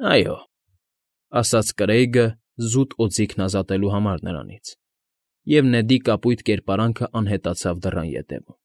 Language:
Armenian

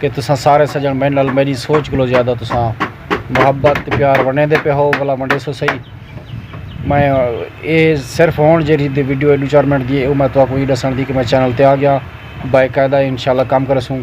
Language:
Saraiki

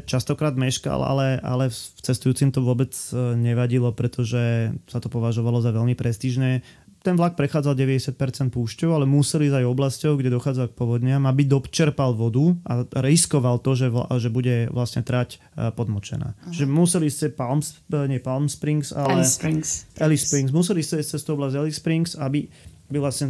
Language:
Slovak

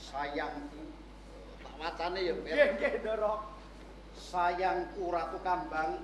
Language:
Javanese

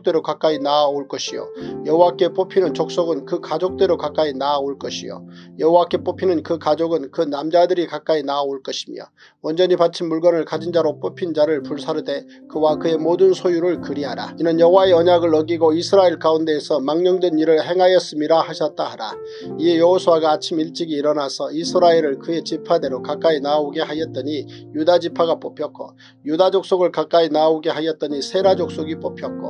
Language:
Korean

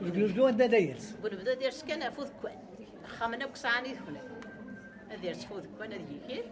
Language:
Kabyle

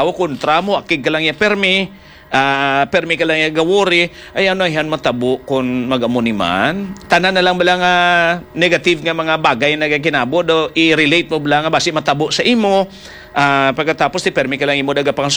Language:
Hiligaynon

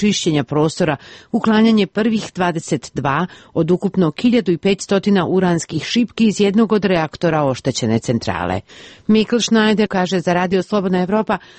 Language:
Serbian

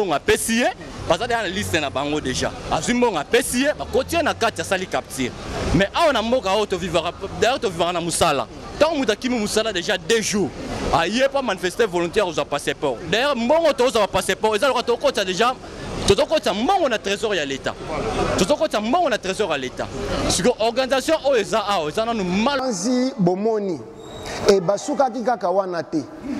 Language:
Lingala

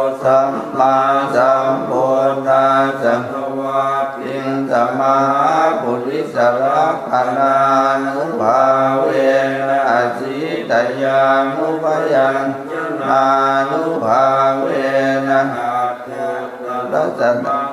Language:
Pali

